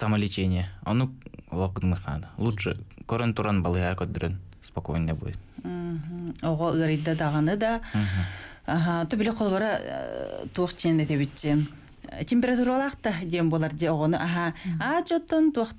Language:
Yakut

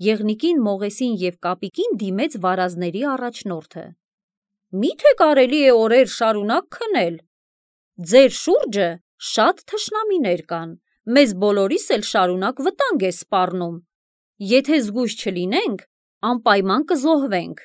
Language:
Armenian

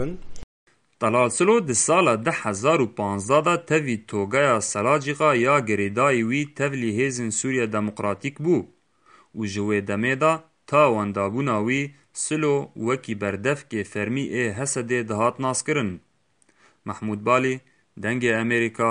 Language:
Kurdish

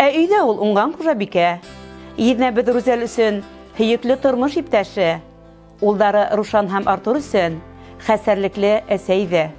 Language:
Bashkir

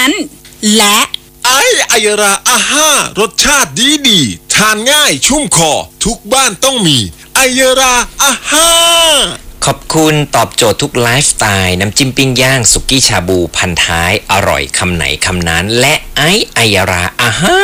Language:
Thai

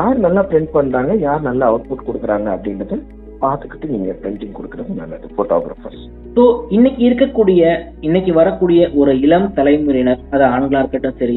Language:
Tamil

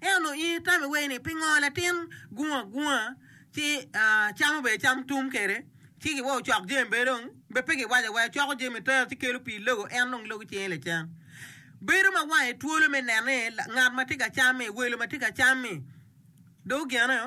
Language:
Acoli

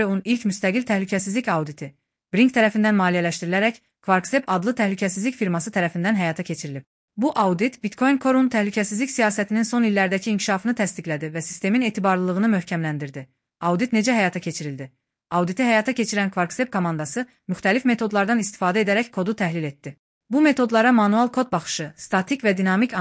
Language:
Azerbaijani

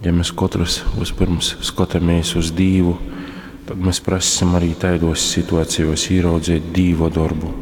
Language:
Latgalian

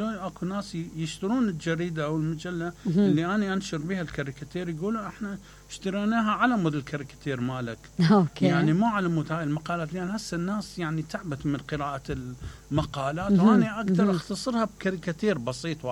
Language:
Mesopotamian Arabic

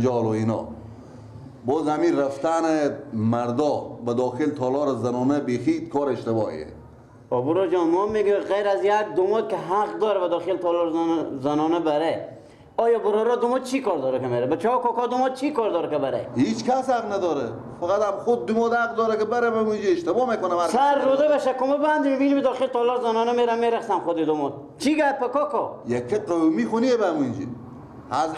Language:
Persian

